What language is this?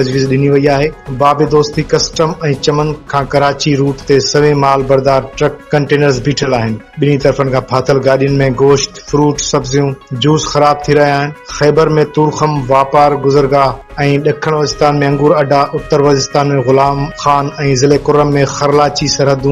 Sindhi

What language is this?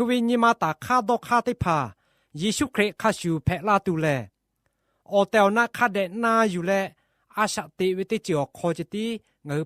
Lahu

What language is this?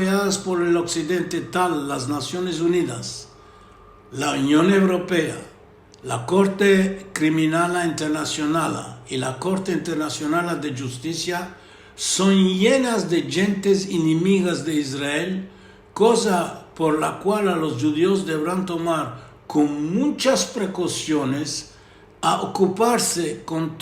Ladino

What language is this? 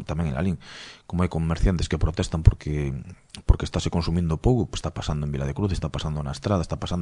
Galician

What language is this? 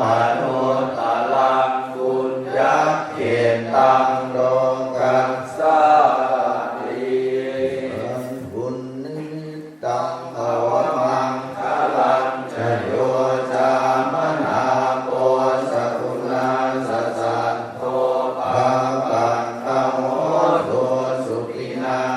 Pali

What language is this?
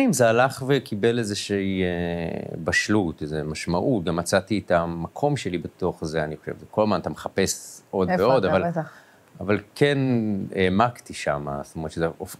Hebrew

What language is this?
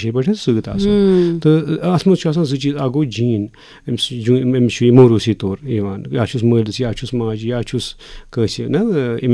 Kashmiri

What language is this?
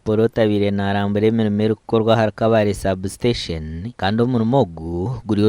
Nyankole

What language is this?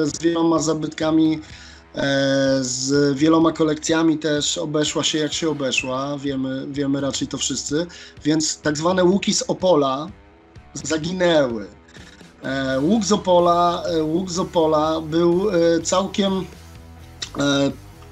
Polish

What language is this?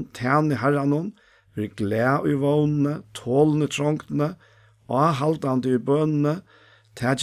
Faroese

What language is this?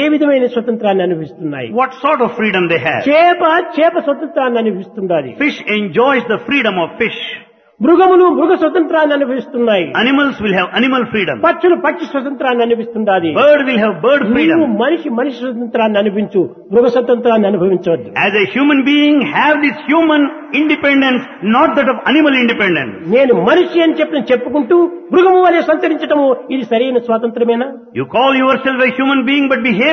Telugu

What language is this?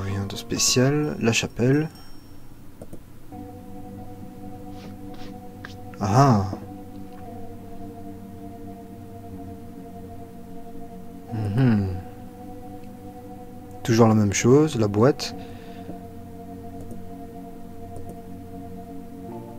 French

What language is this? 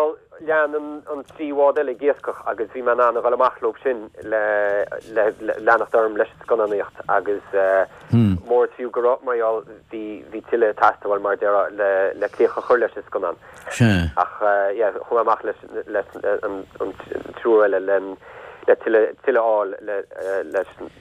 Irish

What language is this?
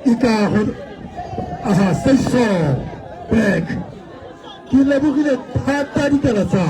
Tswana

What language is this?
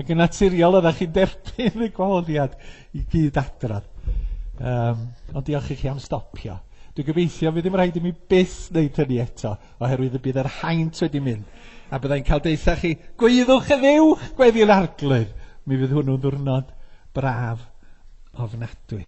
Welsh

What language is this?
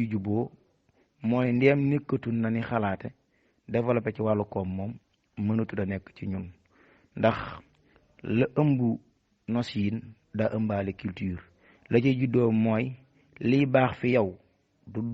Wolof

